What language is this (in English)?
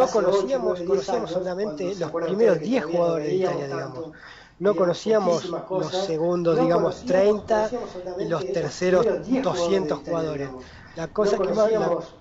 Spanish